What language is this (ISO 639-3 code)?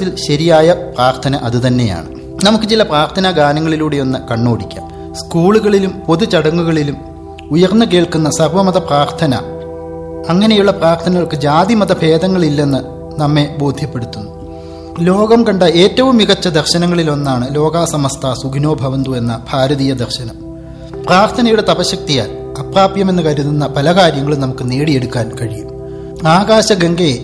mal